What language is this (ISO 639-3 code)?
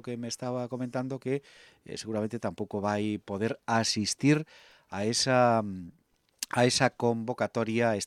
glg